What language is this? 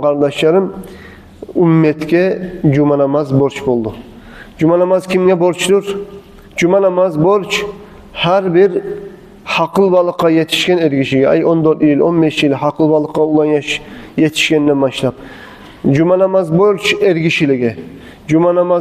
Kumyk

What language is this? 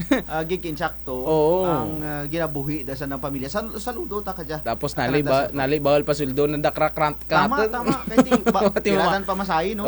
Kinaray-a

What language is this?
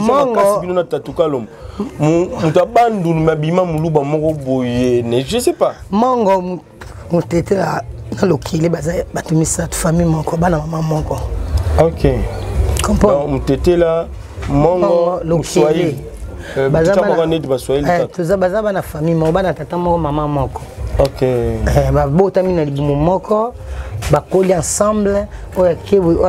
Lingala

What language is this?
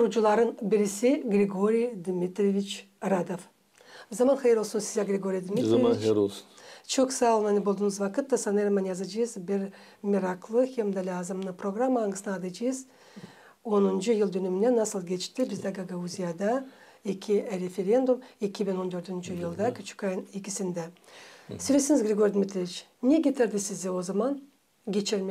Gagauz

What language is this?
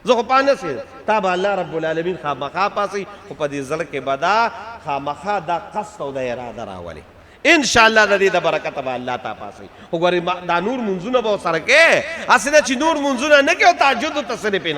Pashto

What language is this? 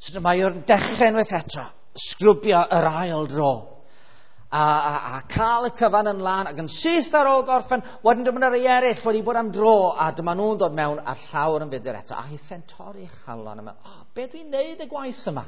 Welsh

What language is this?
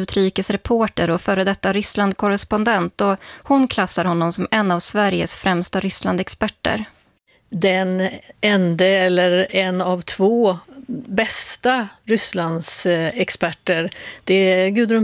Swedish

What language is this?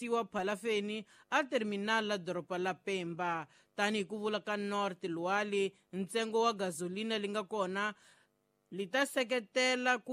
Tsonga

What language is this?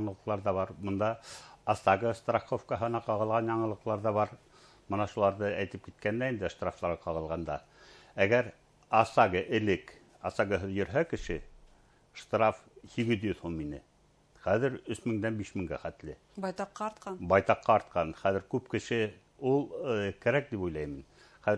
Bashkir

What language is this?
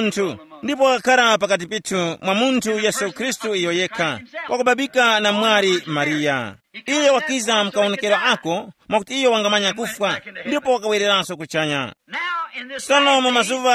Tumbuka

